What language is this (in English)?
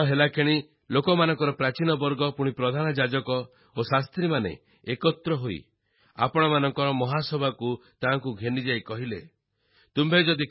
Odia